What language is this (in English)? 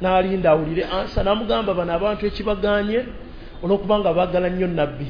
Ganda